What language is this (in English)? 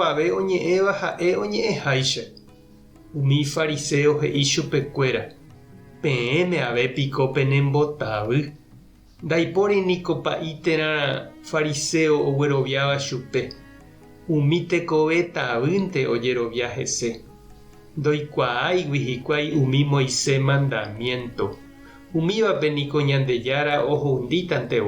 Guarani